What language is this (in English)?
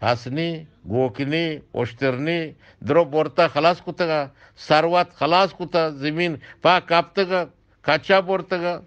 Eastern Balochi